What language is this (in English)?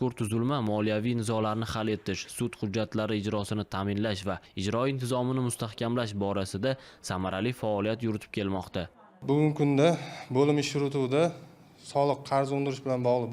Uzbek